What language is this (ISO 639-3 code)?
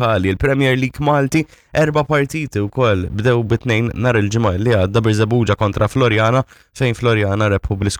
mlt